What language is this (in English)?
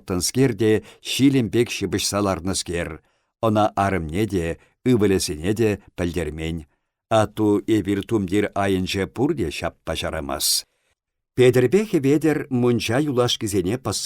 Chuvash